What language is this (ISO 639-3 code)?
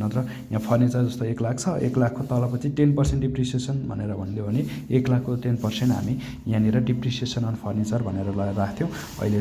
nep